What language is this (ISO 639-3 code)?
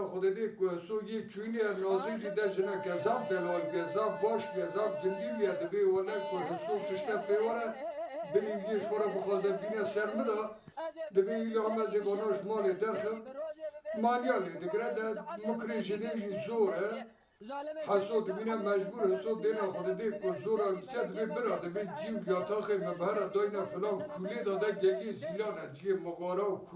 kur